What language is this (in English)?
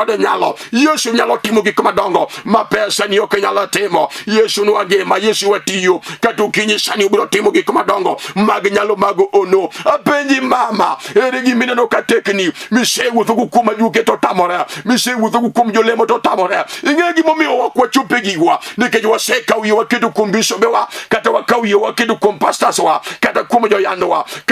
Luo (Kenya and Tanzania)